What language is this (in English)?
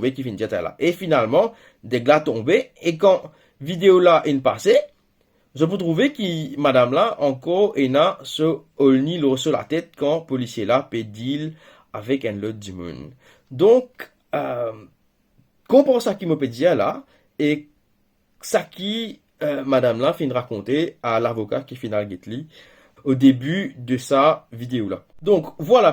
Morisyen